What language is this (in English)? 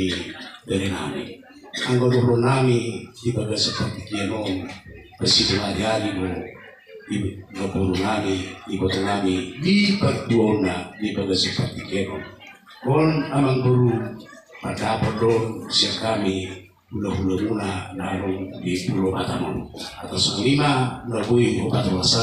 Batak Toba